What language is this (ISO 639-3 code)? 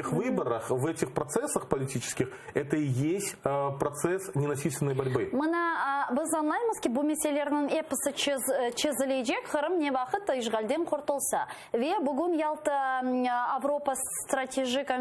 crh